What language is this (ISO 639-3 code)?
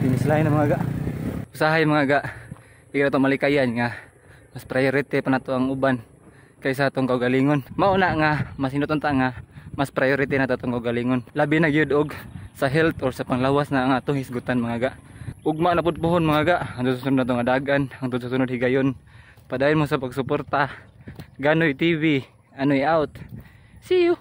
ceb